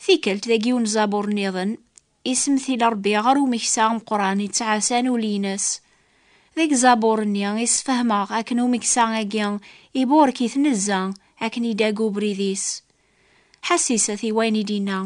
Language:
Kabyle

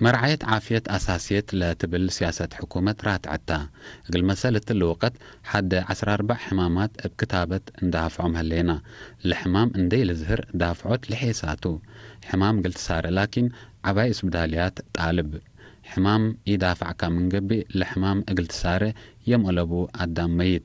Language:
Tigre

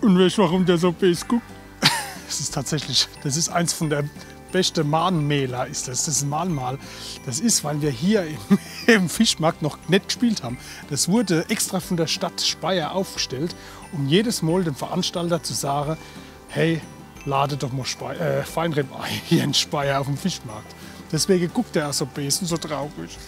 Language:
Palatine German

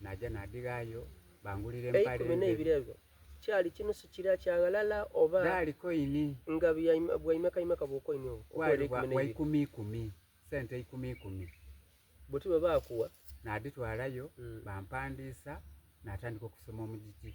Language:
Soga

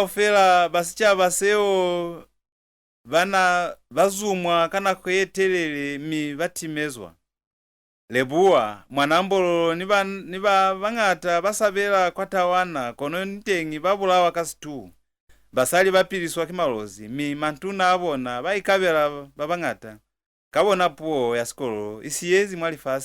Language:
Lozi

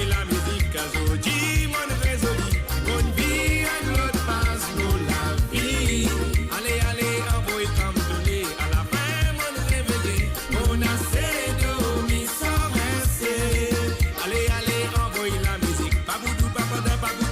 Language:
Morisyen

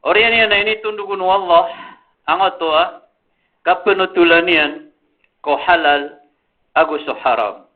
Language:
Maranao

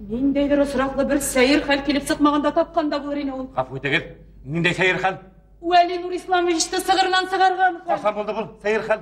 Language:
Bashkir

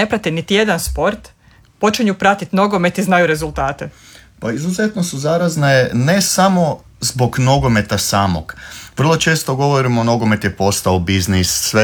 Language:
Croatian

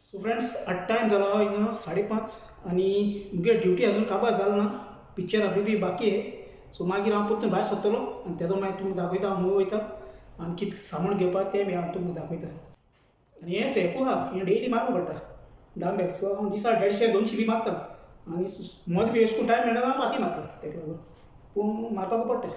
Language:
Konkani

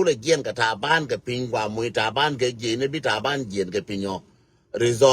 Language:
Nuer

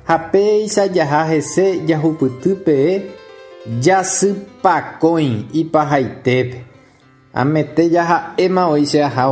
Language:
Guarani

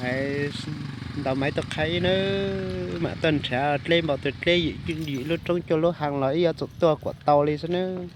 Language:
Hmong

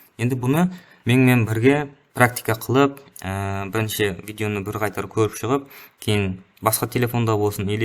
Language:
Kara-Kalpak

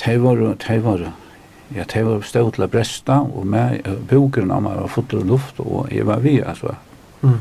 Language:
Faroese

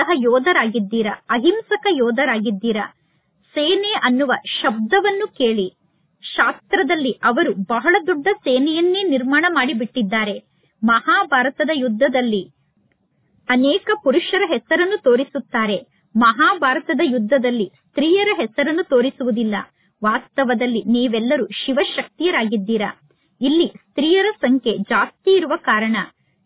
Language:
Kannada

